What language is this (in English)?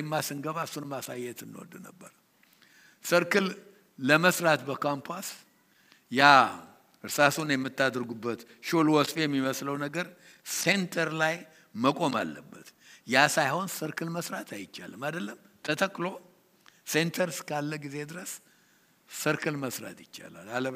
Amharic